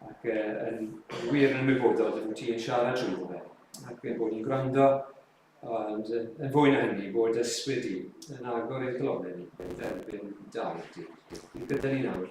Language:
Welsh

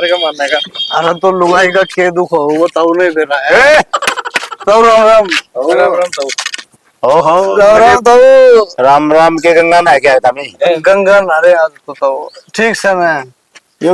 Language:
Haryanvi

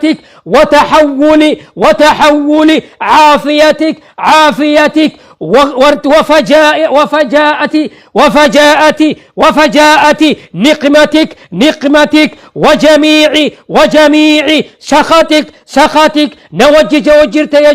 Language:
Oromo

